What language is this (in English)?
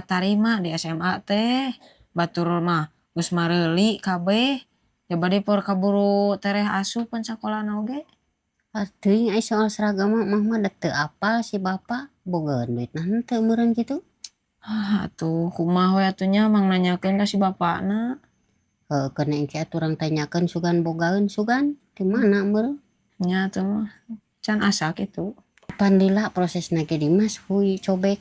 Sundanese